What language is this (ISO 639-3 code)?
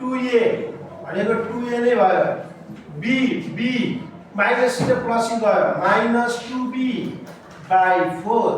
nep